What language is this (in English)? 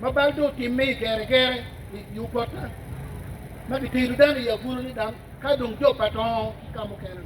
Acoli